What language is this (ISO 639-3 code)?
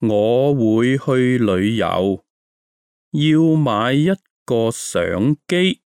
yue